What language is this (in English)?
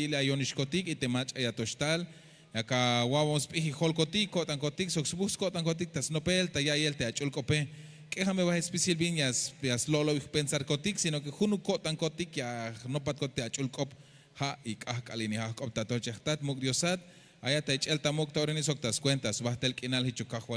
Tzeltal